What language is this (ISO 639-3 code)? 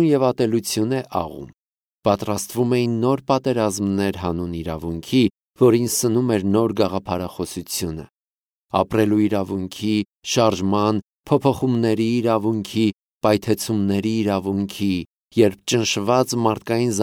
hye